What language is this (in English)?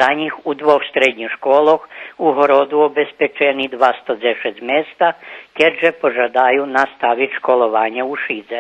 Rusyn